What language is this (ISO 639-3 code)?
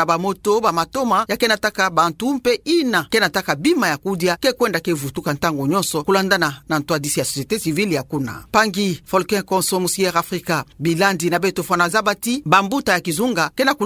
ktu